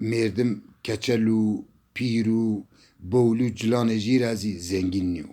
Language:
Zaza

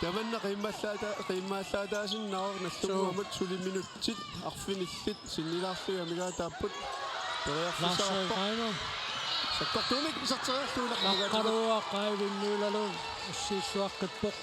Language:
Kalaallisut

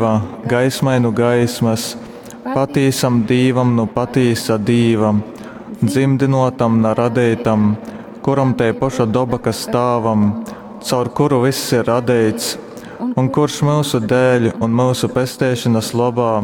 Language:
Latgalian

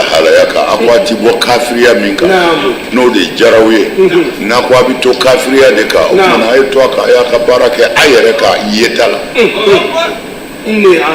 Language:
Bambara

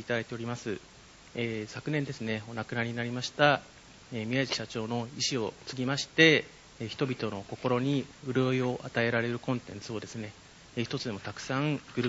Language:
Japanese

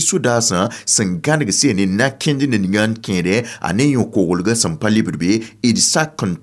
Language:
Mossi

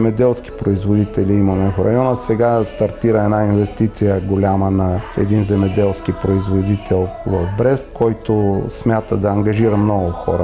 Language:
Bulgarian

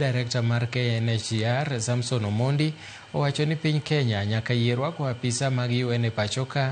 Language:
Luo (Kenya and Tanzania)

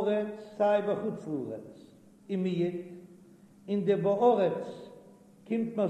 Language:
Yiddish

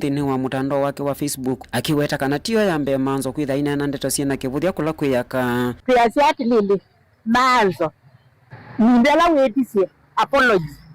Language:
Kamba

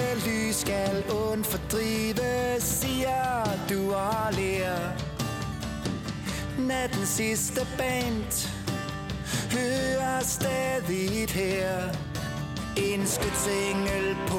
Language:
Danish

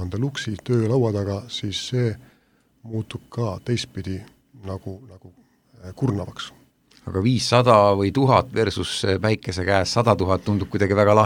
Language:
Estonian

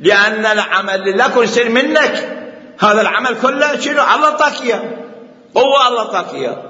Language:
Mesopotamian Arabic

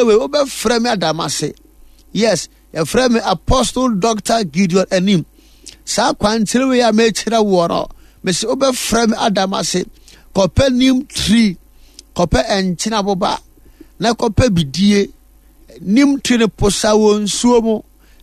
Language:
Akan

